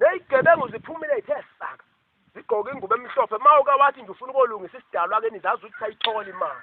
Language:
Zulu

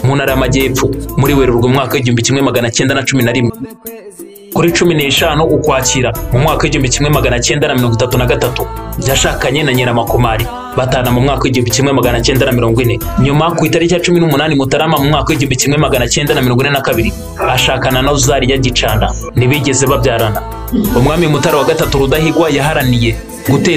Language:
Kinyarwanda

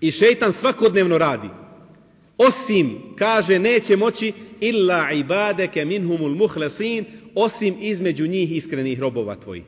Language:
Bosnian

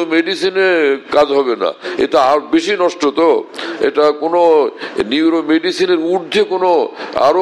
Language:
Bangla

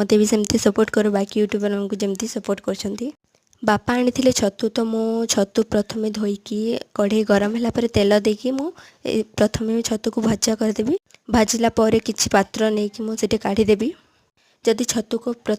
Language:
Odia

